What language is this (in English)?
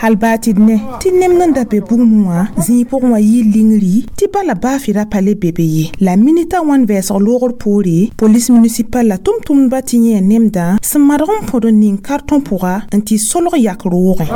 Mossi